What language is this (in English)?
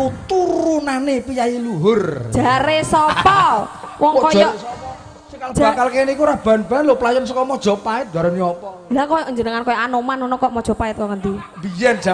Javanese